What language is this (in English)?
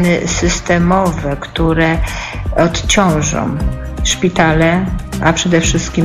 Polish